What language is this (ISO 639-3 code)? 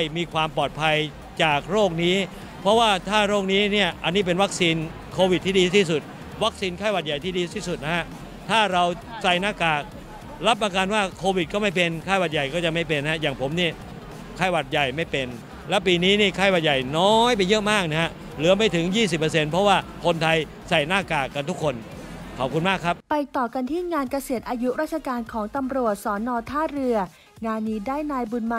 tha